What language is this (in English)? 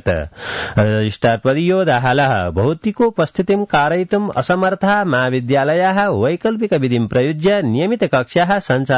Sanskrit